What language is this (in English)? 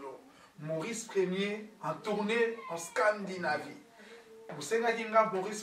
Lingala